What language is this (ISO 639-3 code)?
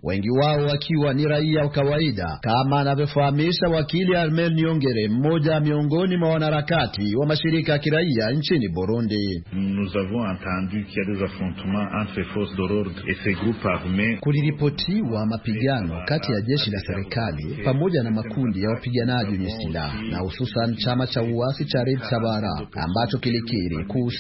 swa